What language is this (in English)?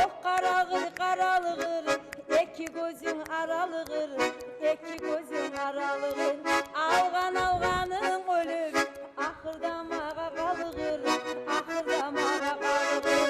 Kumyk